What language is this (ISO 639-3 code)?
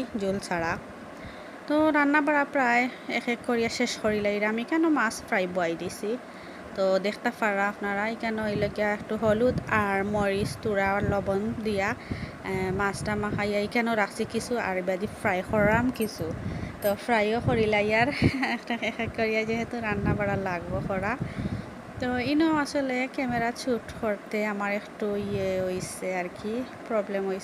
syl